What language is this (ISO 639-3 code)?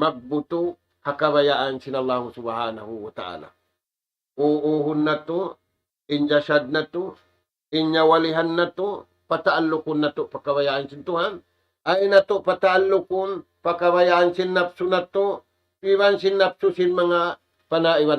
tsg